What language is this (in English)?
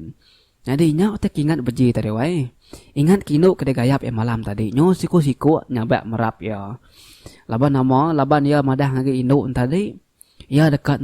Iban